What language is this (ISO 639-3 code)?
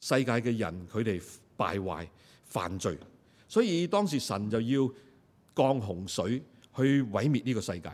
yue